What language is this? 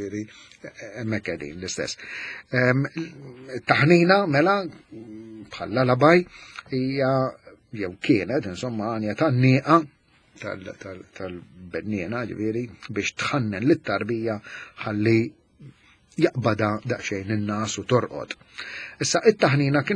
Maltese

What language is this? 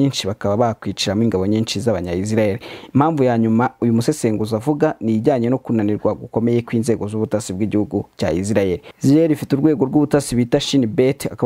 Kinyarwanda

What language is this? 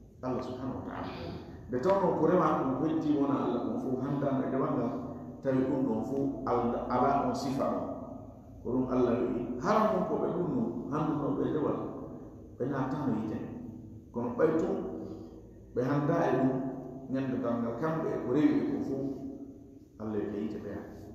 Fula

